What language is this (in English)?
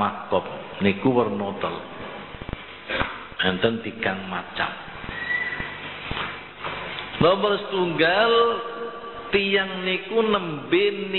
Javanese